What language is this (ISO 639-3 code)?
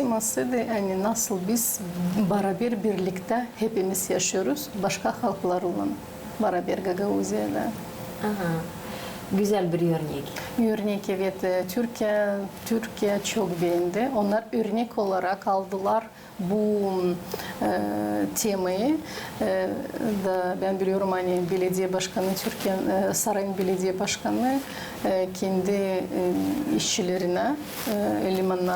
gag